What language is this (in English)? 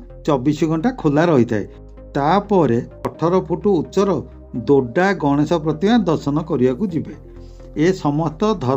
Odia